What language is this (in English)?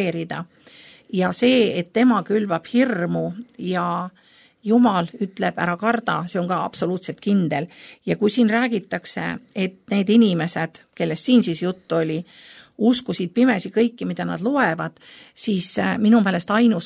Estonian